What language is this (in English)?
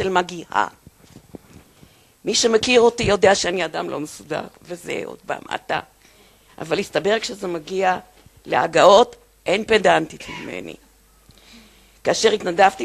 Hebrew